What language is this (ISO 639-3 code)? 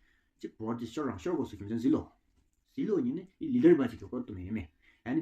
twm